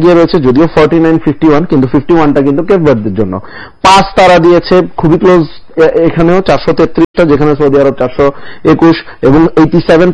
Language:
Bangla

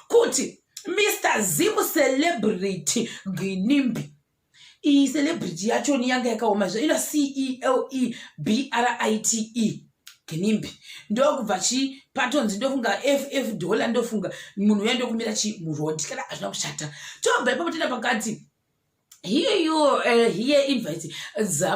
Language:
Shona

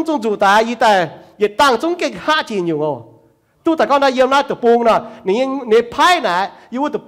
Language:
Iu Mien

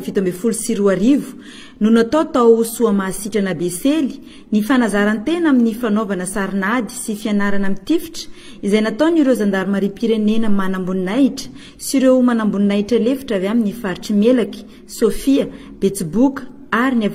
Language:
Malagasy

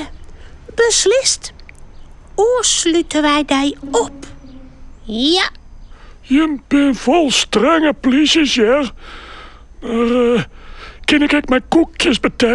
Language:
Western Frisian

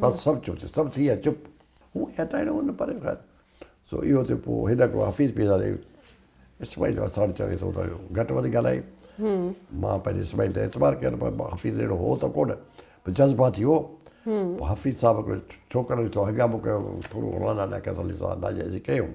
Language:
Sindhi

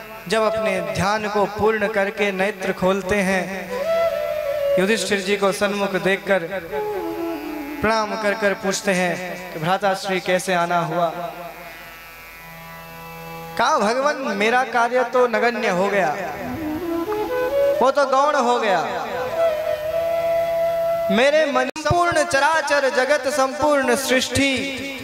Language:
Hindi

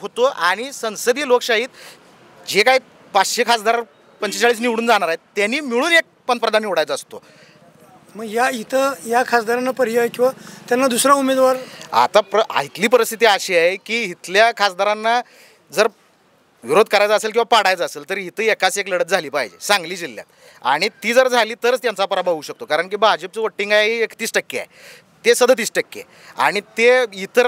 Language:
Marathi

